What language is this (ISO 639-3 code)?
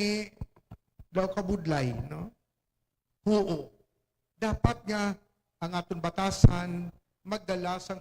hil